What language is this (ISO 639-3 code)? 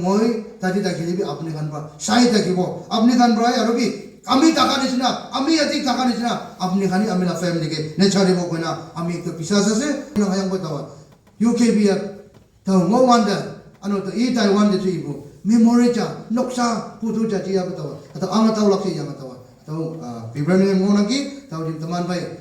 nag